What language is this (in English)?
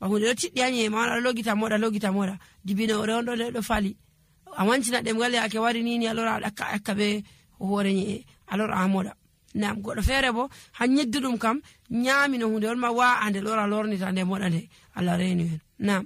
Nigerian Fulfulde